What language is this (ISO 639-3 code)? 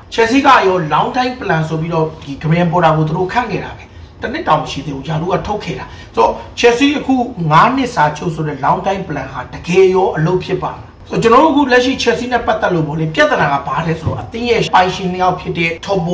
mya